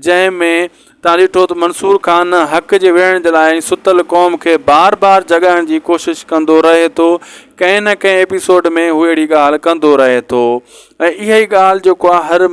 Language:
Sindhi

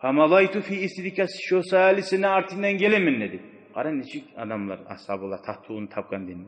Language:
Kumyk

